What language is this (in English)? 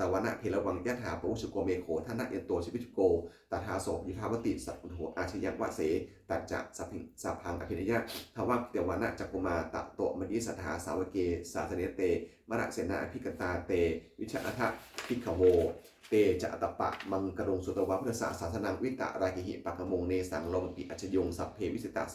Pali